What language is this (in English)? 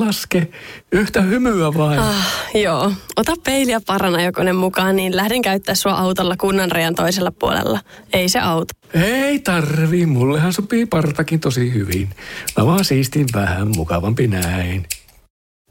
Finnish